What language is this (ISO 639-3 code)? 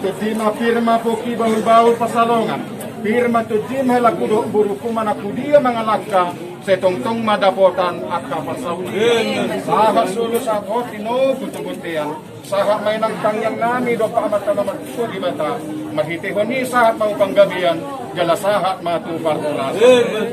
bbc